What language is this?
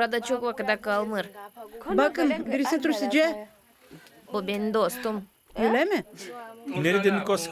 Gagauz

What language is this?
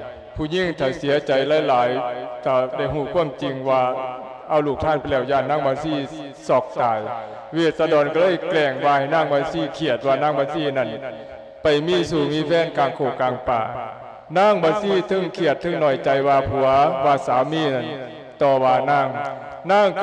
Lao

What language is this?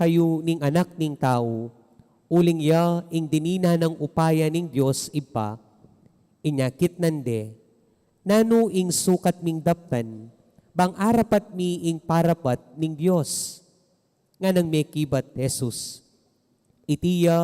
Pampanga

